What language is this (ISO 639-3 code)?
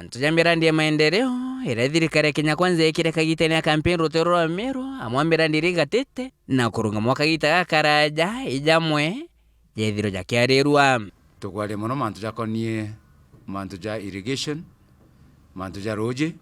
mer